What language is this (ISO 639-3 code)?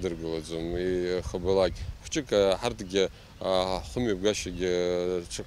abk